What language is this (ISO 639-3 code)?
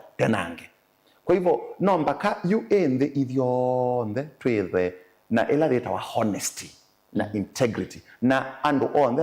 kam